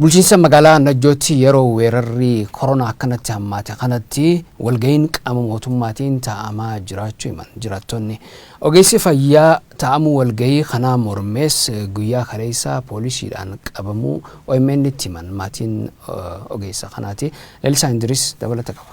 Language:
Oromo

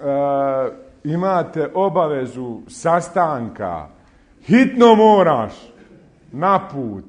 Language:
Bosnian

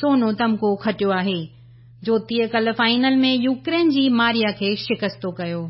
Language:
Sindhi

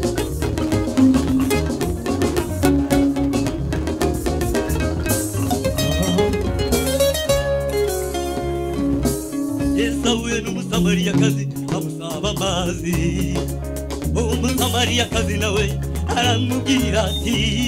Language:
Kinyarwanda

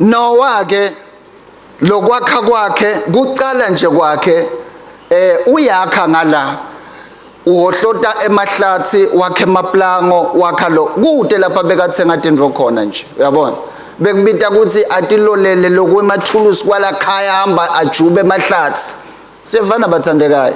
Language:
Swati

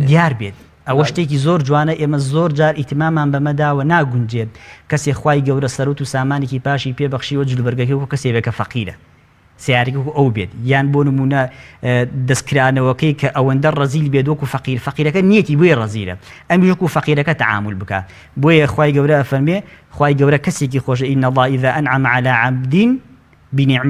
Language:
Central Kurdish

